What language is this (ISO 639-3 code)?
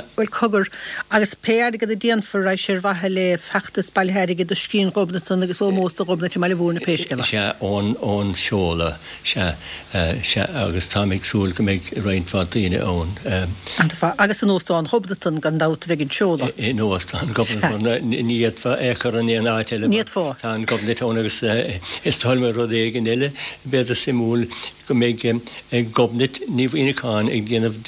gle